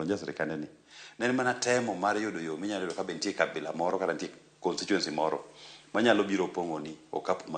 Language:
Luo (Kenya and Tanzania)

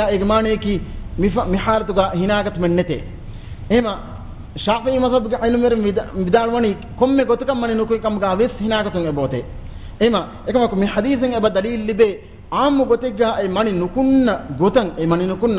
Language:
Divehi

